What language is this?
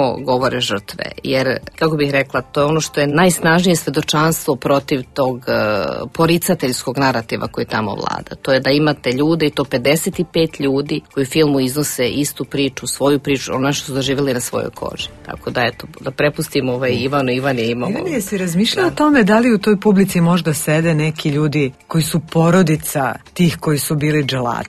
Serbian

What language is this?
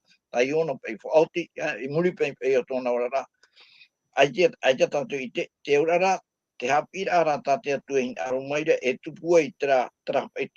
Tahitian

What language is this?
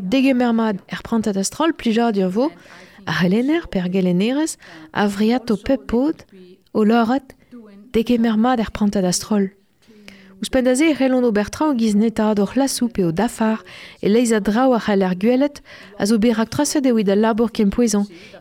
Breton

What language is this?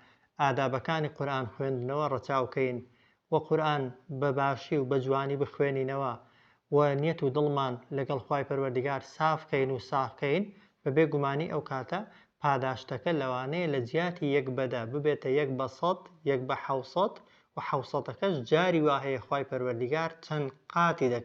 Central Kurdish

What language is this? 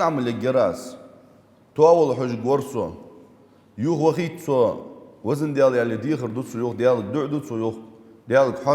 Ingush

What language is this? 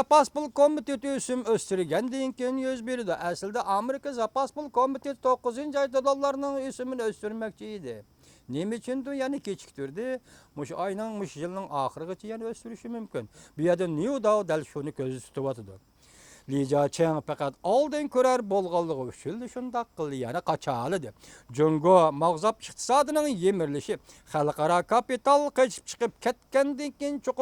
Uyghur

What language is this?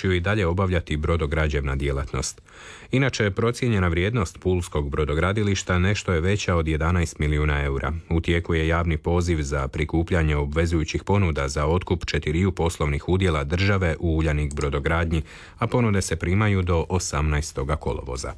Croatian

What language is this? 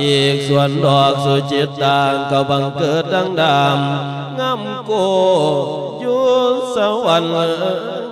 Lao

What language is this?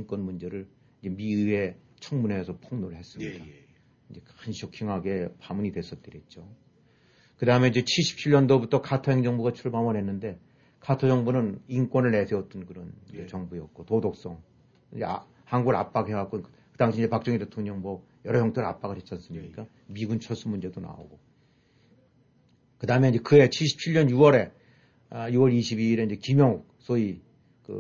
Korean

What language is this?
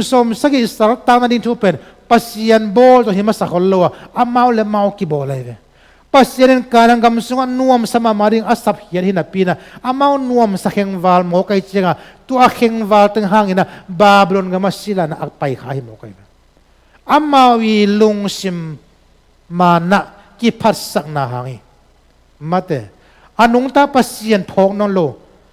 Tedim Chin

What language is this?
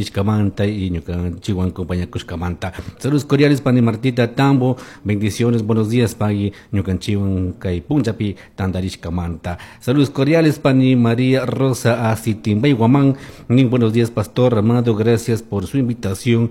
Chimborazo Highland Quichua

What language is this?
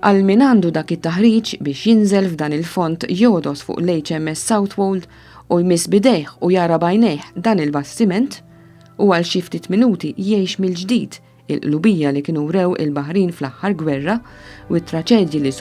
Maltese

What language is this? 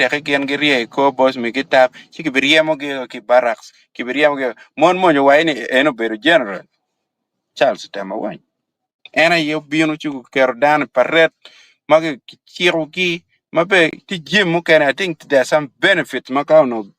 Acoli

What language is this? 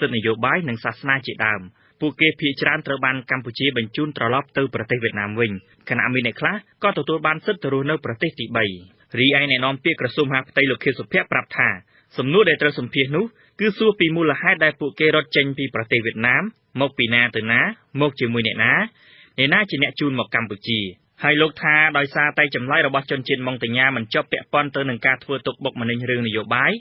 Khmer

